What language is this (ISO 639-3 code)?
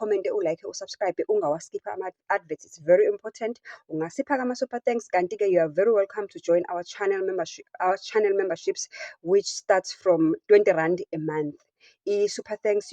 zul